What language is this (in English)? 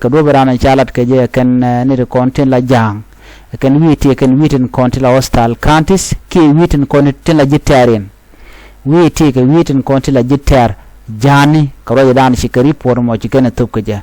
Nuer